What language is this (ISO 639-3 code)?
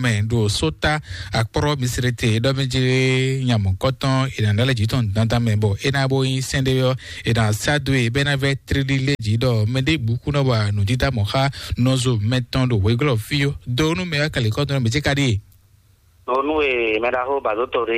fon